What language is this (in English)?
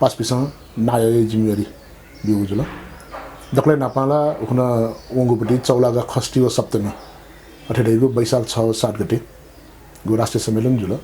Newari